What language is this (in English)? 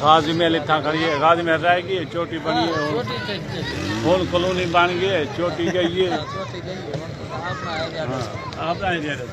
Saraiki